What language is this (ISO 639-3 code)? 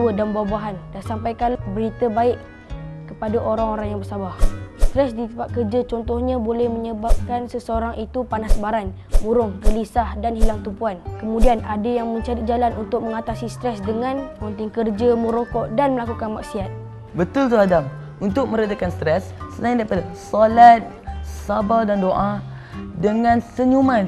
msa